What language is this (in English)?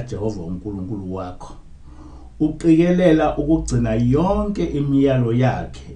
Zulu